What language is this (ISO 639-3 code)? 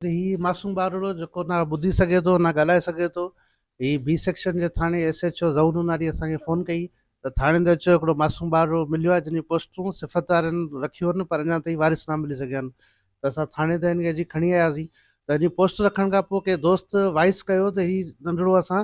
snd